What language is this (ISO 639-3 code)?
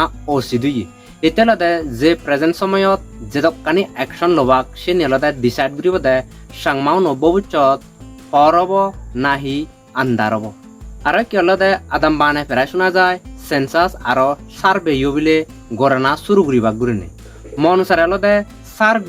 ccp